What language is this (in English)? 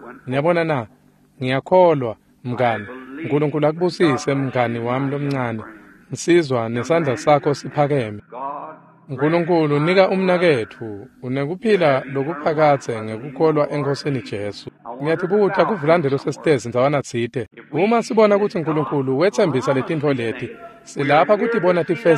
Swati